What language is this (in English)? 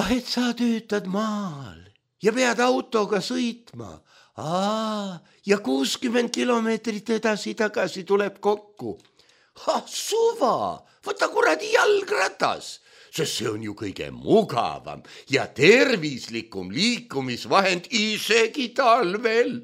Estonian